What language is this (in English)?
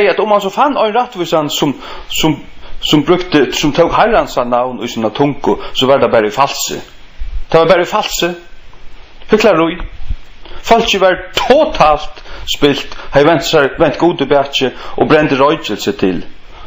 Faroese